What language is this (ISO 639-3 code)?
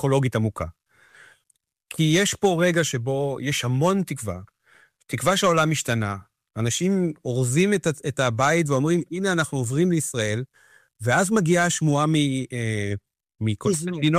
heb